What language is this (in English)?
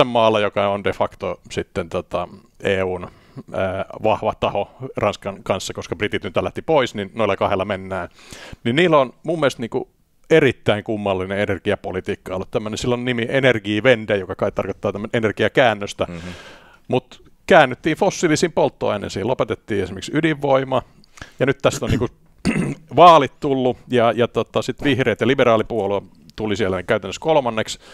Finnish